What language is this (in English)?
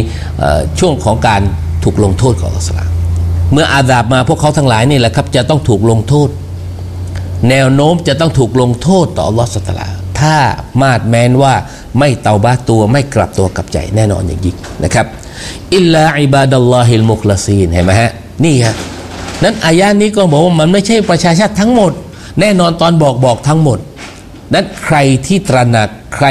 Thai